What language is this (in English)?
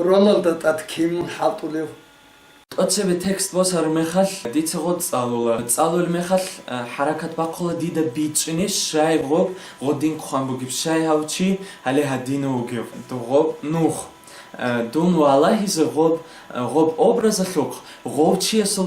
Avaric